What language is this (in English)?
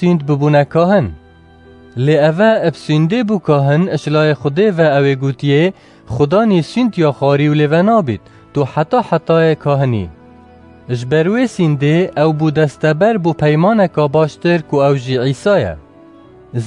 Kurdish